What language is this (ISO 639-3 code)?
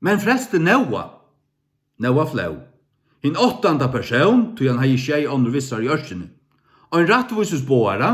fao